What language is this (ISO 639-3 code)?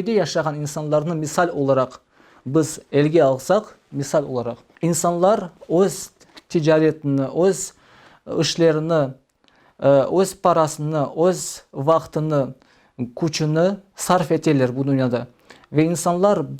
crh